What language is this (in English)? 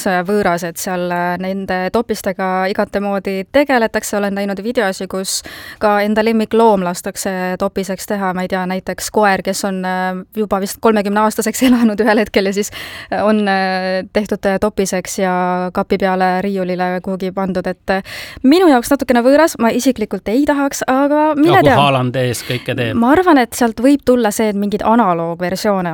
Estonian